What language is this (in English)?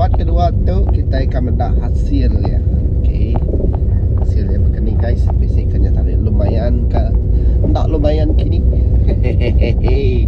Iban